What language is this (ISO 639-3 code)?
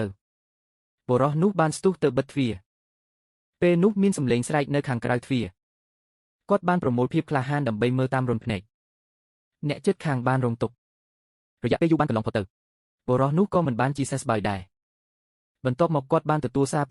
khm